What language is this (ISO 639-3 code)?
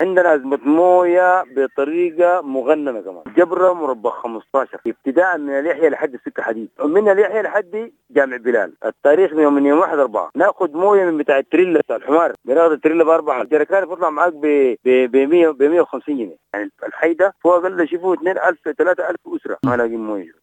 apd